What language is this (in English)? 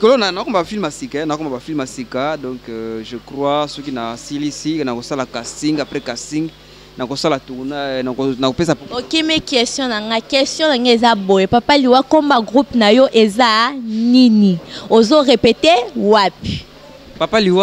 Lingala